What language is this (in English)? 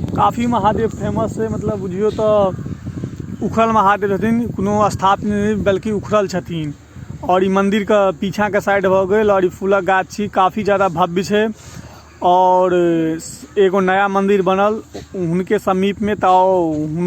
Maithili